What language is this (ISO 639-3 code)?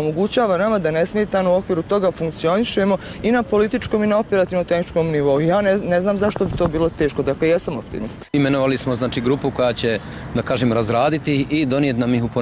bos